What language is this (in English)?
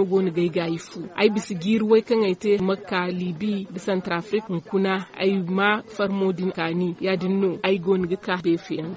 Zarma